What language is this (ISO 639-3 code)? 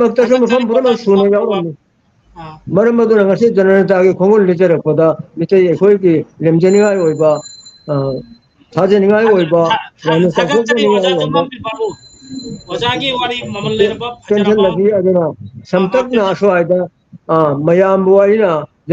mni